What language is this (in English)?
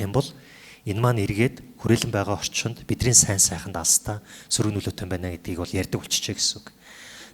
Mongolian